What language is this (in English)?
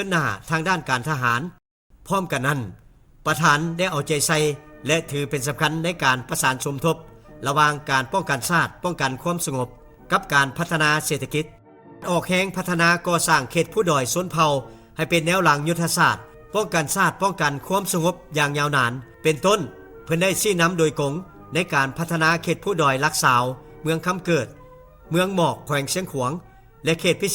Lao